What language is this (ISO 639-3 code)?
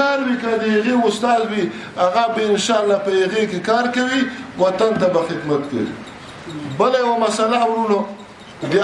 pus